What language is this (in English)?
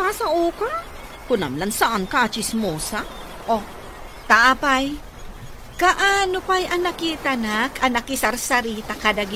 Iloko